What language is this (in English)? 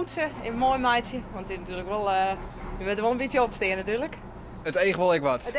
Western Frisian